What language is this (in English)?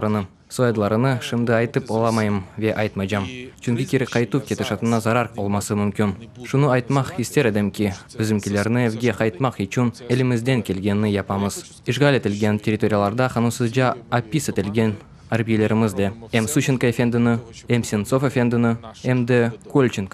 Crimean Tatar